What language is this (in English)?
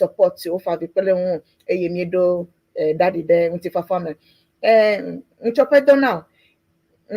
Ewe